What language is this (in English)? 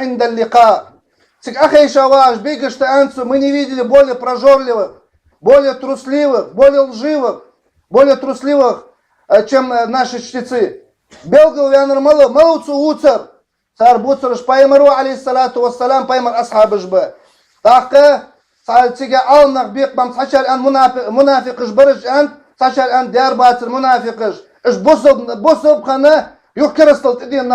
Ingush